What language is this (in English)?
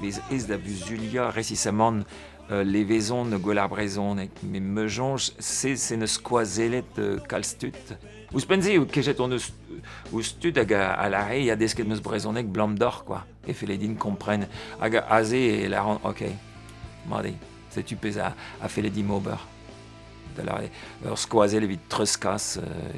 Breton